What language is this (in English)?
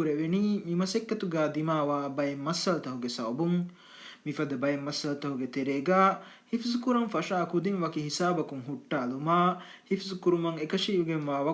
Divehi